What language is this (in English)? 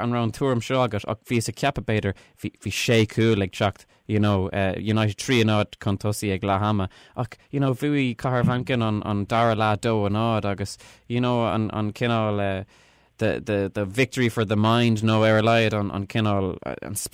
Irish